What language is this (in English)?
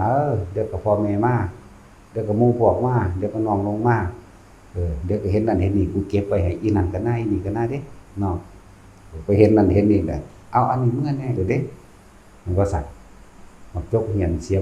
Northeastern Thai